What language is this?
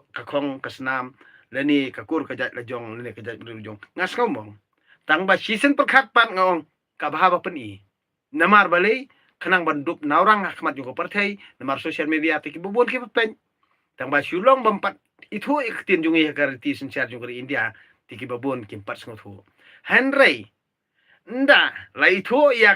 Khasi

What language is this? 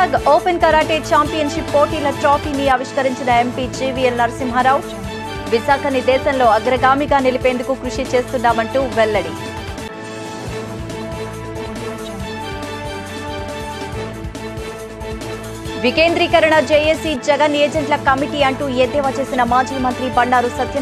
Telugu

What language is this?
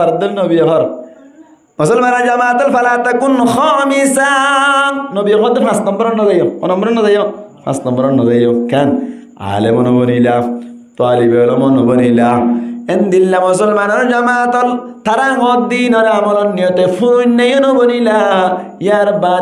Rohingya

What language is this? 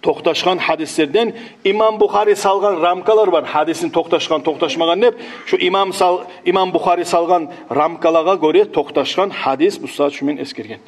Kumyk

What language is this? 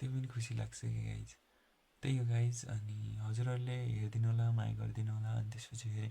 Nepali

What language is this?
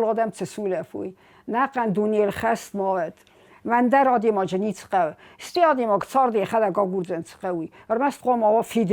Ossetic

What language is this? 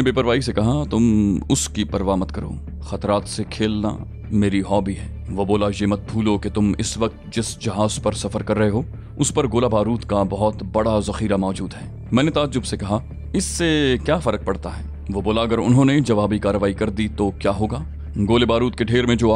Urdu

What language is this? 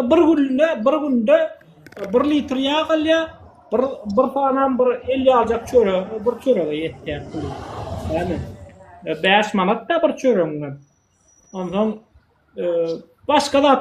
Turkmen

